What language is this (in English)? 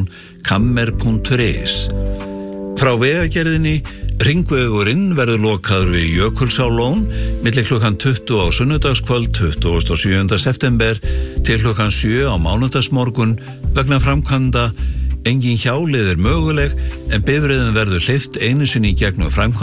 Icelandic